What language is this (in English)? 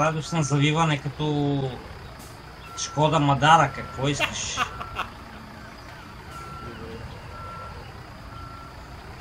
Bulgarian